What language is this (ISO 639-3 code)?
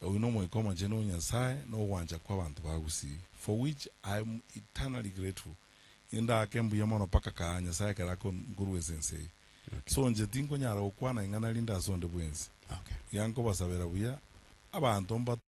guz